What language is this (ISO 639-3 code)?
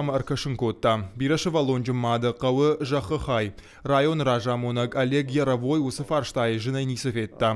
oss